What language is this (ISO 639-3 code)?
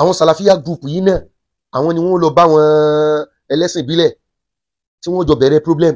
yor